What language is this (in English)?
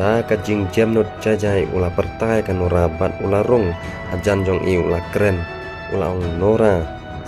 Khasi